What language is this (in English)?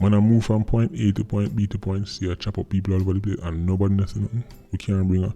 Jamaican Creole English